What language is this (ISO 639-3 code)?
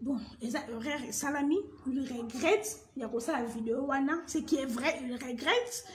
lin